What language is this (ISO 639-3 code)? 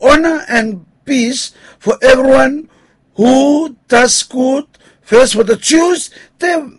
bis